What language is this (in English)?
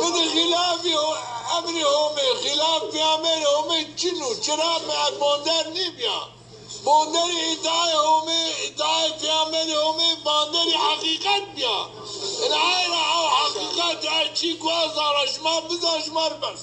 Zaza